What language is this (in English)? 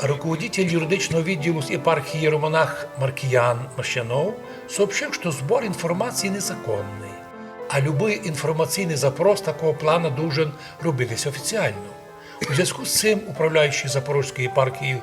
Rusyn